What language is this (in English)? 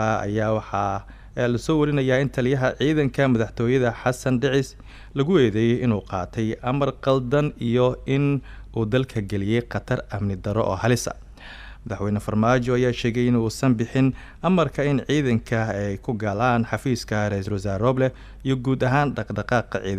Somali